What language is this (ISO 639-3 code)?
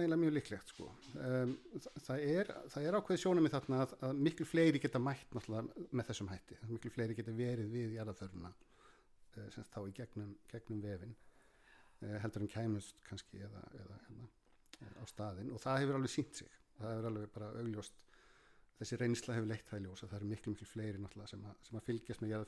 isl